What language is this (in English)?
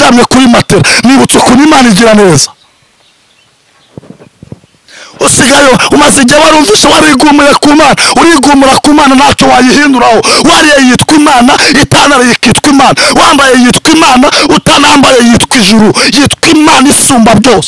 Kinyarwanda